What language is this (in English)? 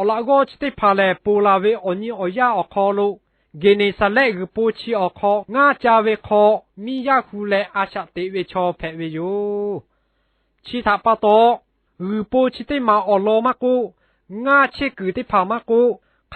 Lahu